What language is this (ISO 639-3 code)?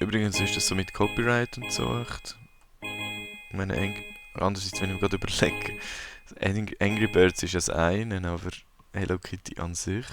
gsw